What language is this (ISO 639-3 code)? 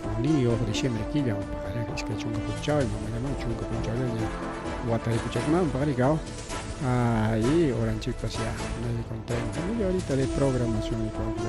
quy